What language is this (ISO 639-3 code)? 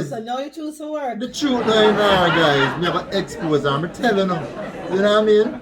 jam